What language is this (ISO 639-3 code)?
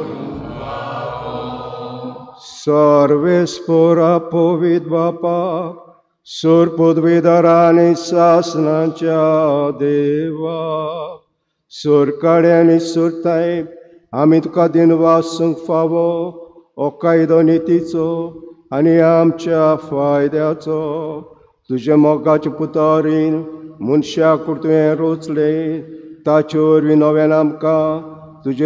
kok